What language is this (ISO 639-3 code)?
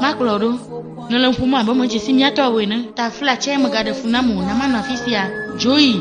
ewe